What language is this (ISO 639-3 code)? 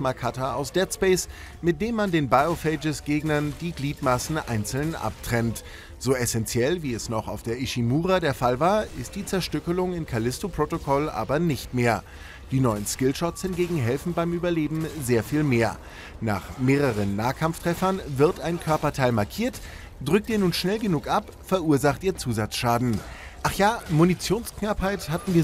deu